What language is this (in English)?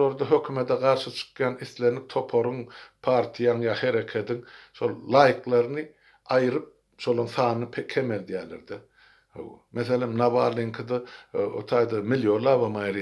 Turkmen